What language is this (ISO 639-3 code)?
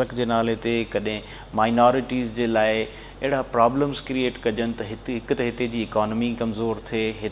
snd